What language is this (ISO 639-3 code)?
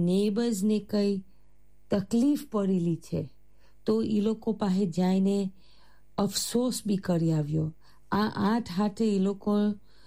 guj